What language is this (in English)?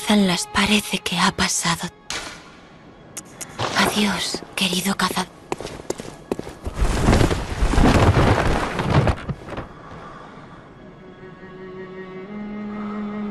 Spanish